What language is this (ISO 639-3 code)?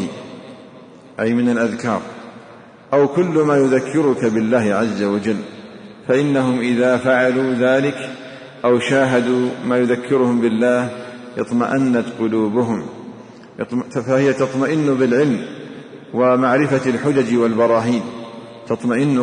ara